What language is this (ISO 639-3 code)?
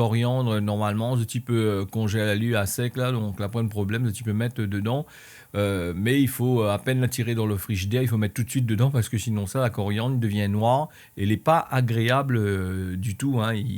rcf